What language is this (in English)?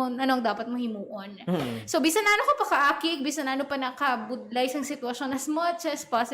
Hiligaynon